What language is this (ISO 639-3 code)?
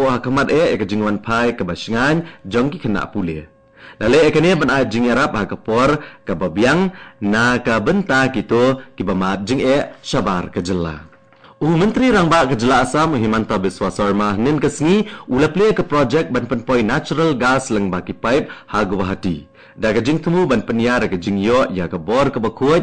kha